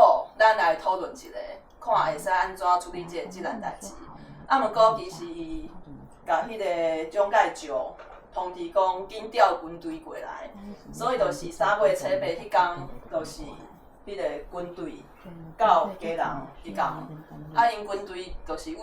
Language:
Min Nan Chinese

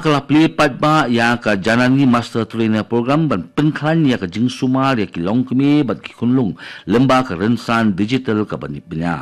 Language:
Khasi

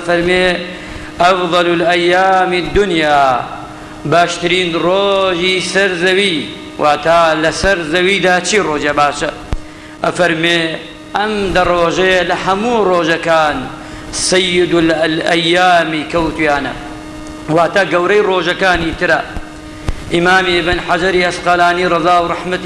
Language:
Central Kurdish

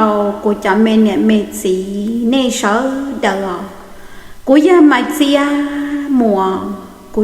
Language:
Hmong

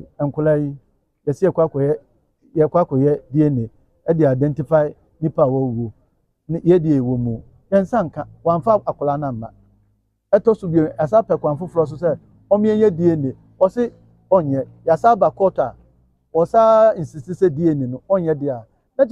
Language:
Akan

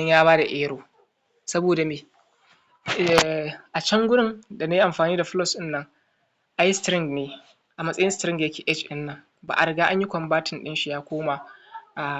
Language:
Hausa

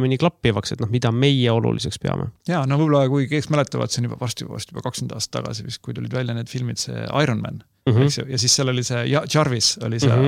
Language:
Estonian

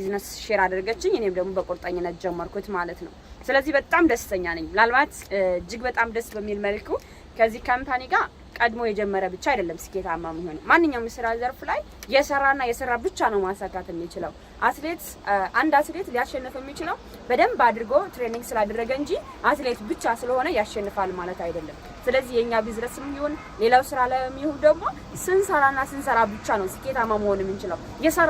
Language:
Amharic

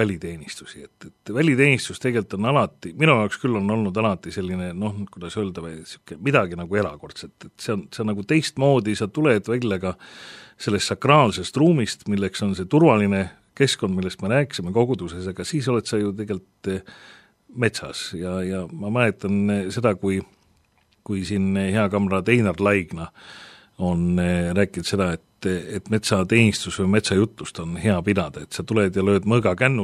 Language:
Estonian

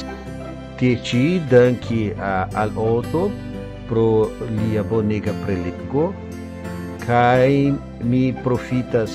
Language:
Esperanto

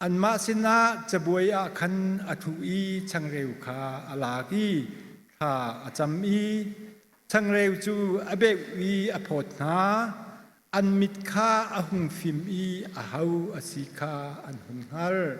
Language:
Hakha Chin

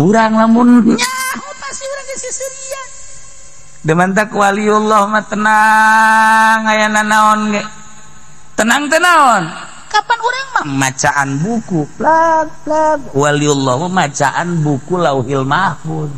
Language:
Sundanese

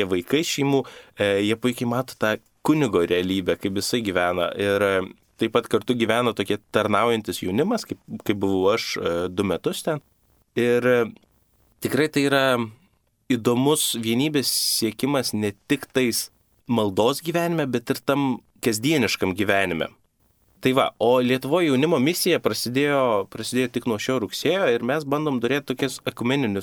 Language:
Lithuanian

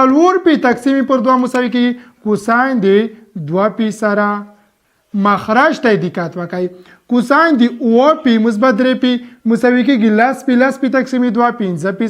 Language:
Pashto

